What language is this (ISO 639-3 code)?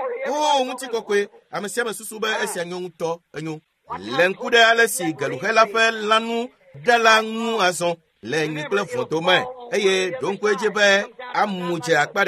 ewe